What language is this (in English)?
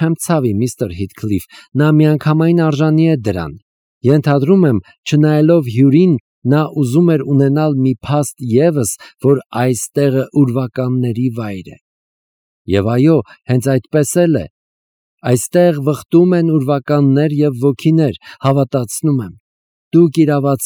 Armenian